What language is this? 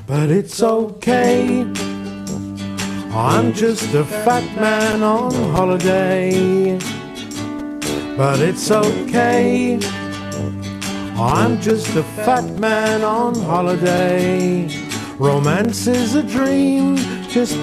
English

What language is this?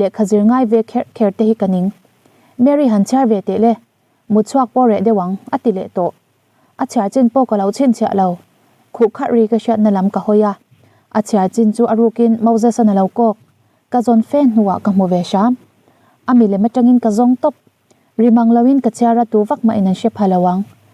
Mizo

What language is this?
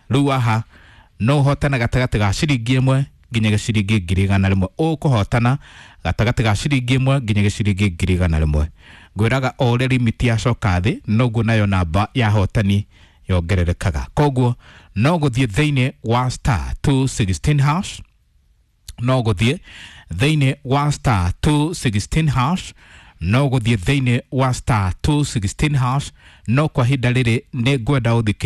Kikuyu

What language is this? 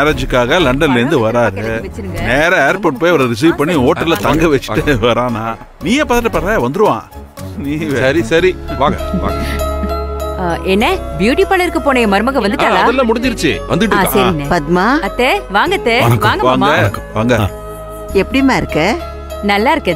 Tamil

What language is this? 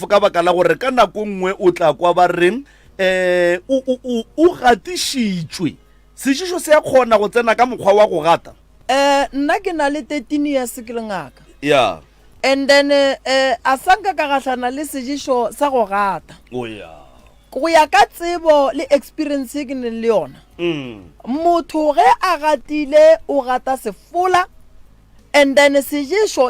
Northern Sotho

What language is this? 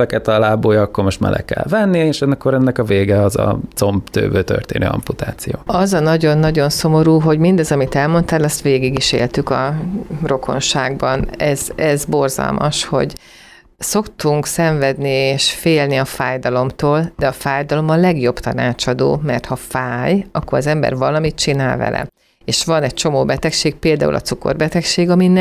Hungarian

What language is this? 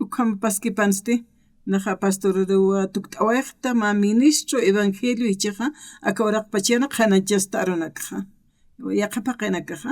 Aymara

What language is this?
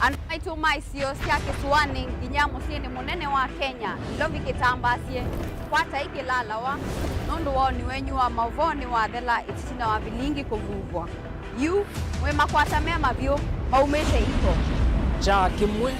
Kamba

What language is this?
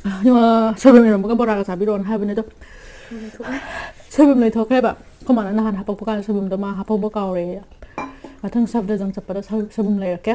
Manipuri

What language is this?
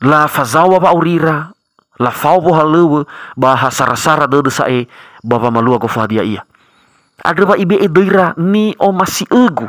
Nias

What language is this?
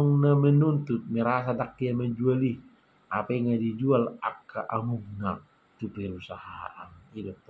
Batak Toba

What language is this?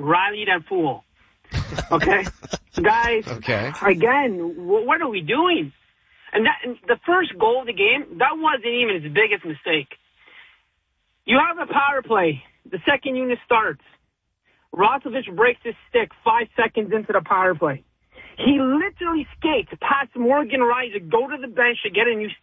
English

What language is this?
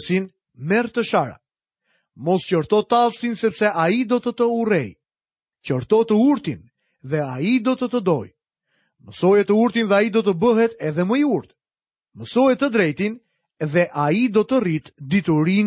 Albanian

